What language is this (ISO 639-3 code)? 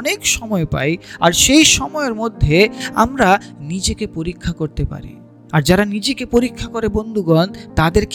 ben